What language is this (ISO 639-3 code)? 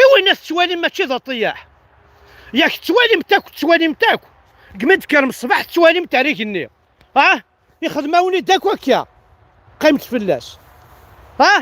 kab